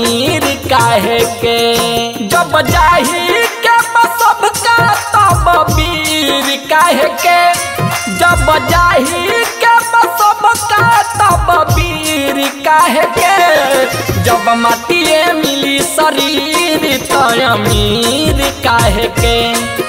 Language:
Bhojpuri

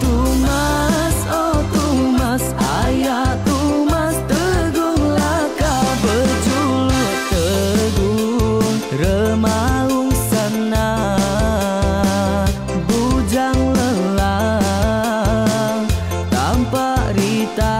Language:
Iban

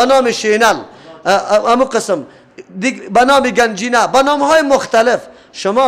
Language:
Persian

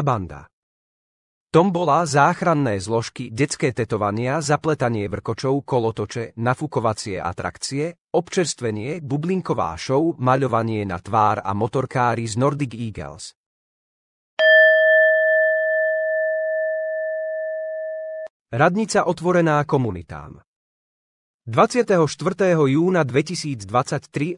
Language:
Slovak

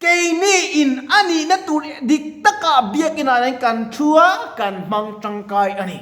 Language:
Mizo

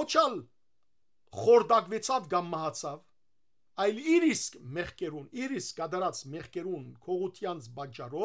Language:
Western Armenian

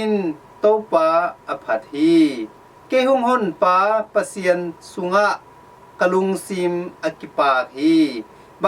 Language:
Tedim Chin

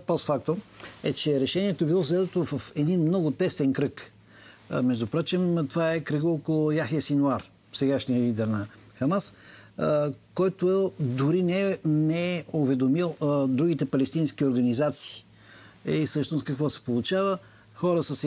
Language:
Bulgarian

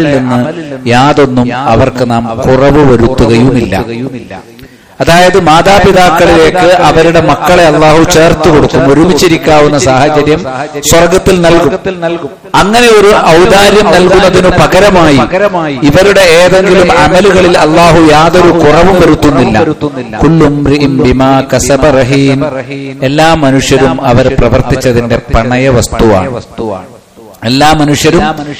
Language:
Malayalam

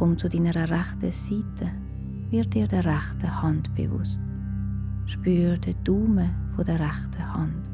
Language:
Swiss German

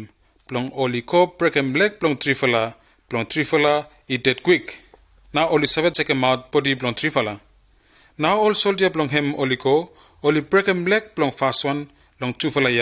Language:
Bislama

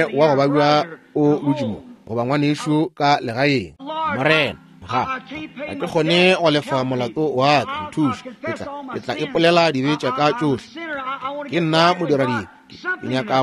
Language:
Northern Sotho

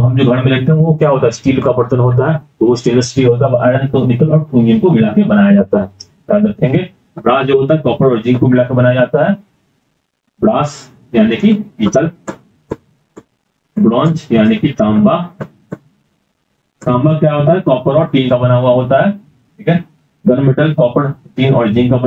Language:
Hindi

